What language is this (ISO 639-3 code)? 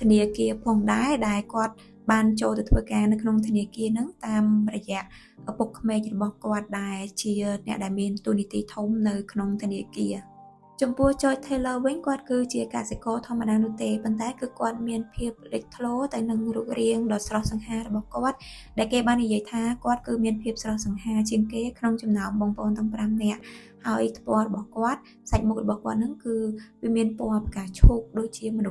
khm